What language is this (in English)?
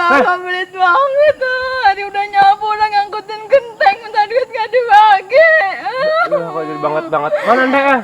Betawi